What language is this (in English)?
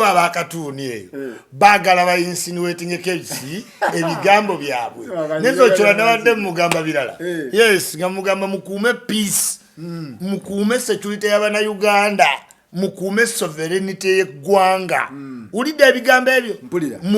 Ganda